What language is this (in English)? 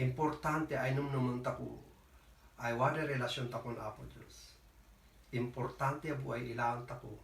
Kankanaey